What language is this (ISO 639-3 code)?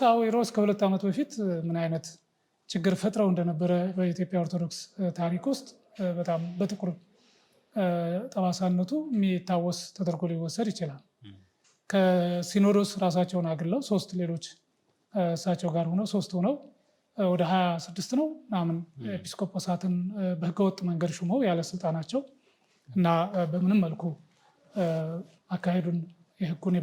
amh